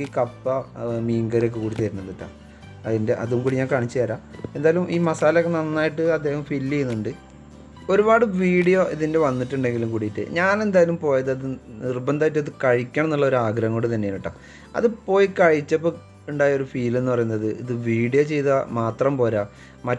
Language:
Malayalam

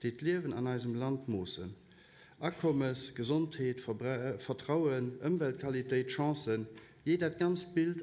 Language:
Luxembourgish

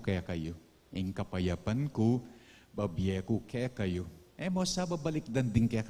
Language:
Pampanga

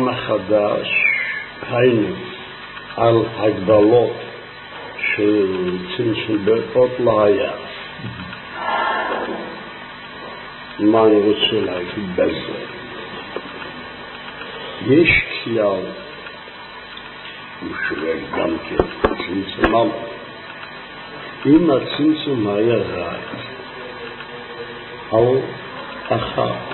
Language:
Hebrew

